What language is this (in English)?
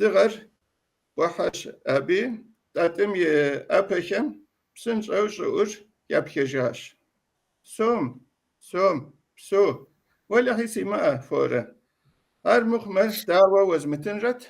Kabardian